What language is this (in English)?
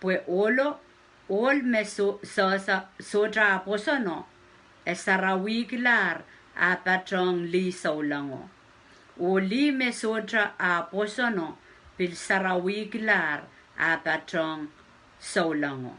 Pohnpeian